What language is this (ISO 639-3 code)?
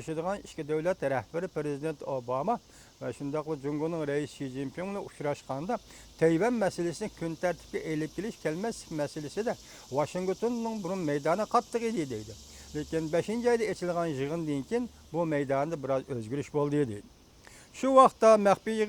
uig